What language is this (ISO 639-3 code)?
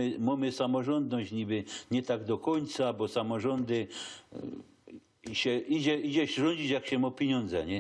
szl